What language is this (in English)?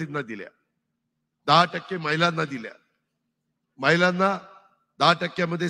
Marathi